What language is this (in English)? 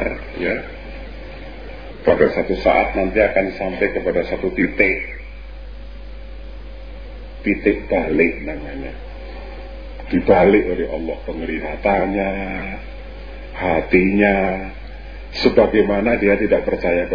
Indonesian